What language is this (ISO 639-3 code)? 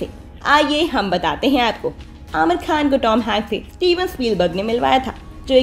hin